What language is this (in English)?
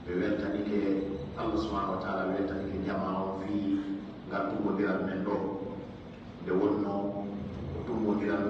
Pular